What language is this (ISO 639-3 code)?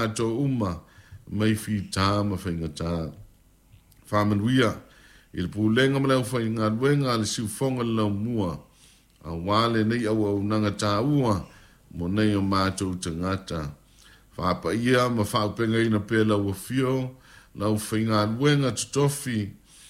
smo